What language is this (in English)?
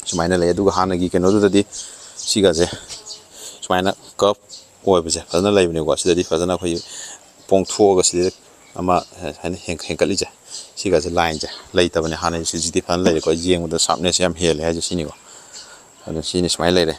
Manipuri